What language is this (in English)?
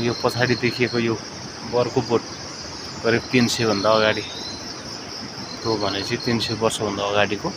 Nepali